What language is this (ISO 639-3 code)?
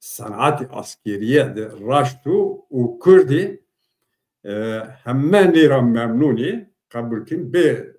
zza